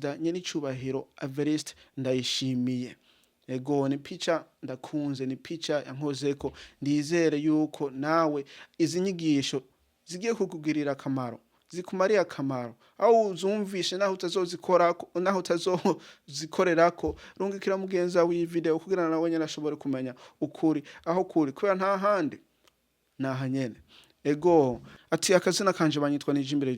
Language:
Rundi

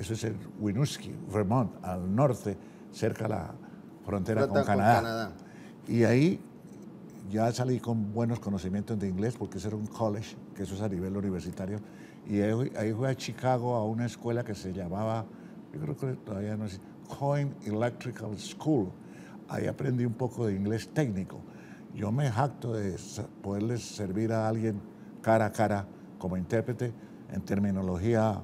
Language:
Spanish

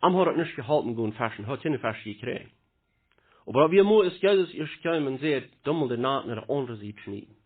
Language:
Plautdietsch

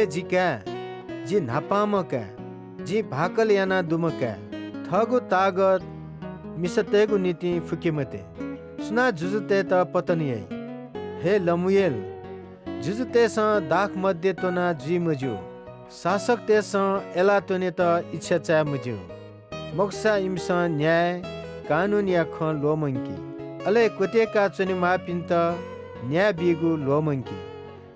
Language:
Newari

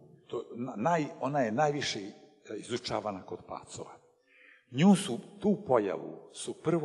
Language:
Serbian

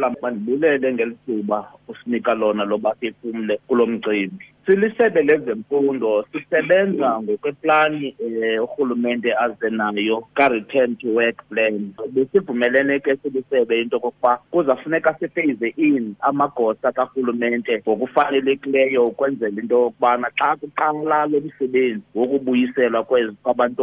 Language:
Xhosa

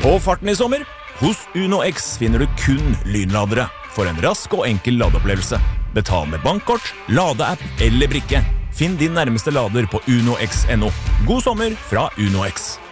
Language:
Norwegian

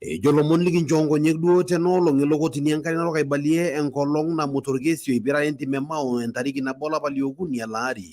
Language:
Masai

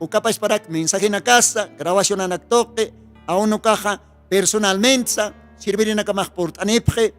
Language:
Aymara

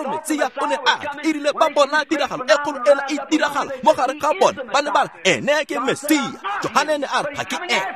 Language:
Tswana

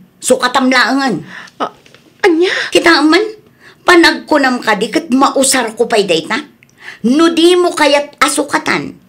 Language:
Iloko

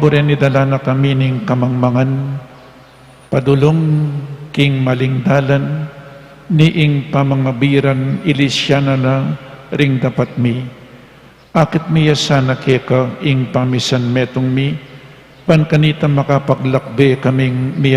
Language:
Pampanga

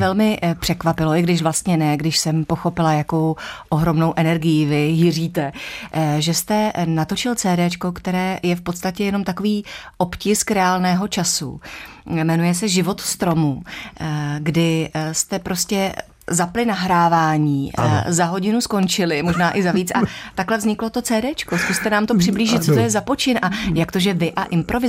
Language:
Czech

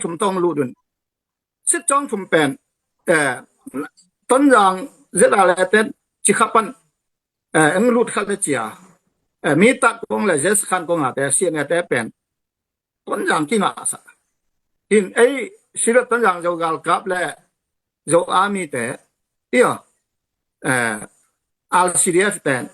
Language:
Tedim Chin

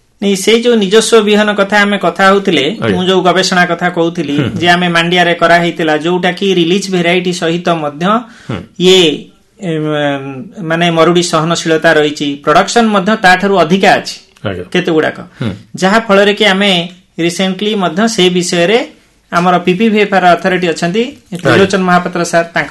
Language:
Odia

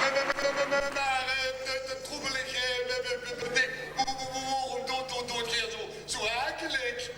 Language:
Limburgish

